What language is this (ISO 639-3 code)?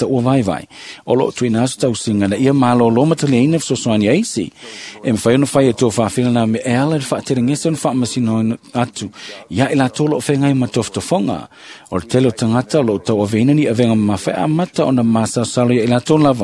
smo